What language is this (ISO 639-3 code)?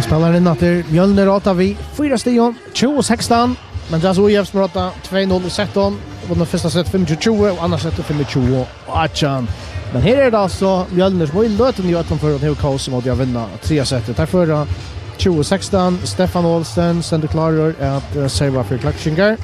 fao